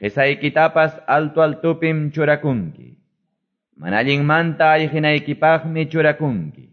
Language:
Quechua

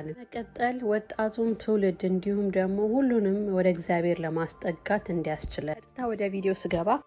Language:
Amharic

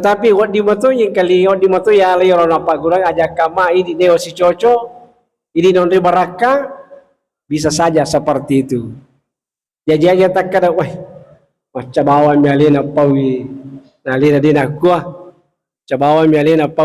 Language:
Buginese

